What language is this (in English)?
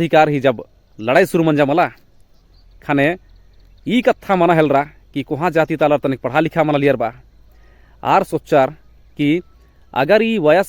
Kurukh